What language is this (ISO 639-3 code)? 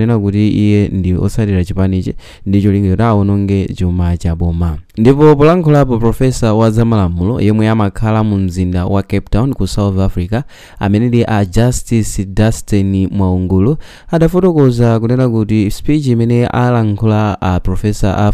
nya